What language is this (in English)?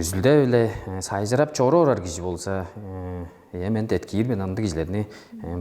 Tuvinian